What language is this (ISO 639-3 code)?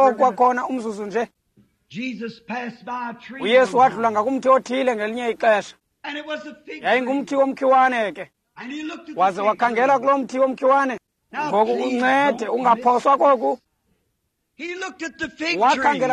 xho